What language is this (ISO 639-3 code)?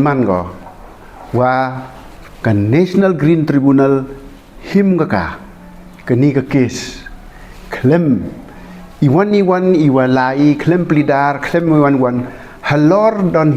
pbv